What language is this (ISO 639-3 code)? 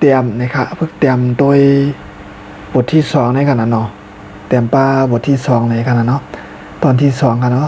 shn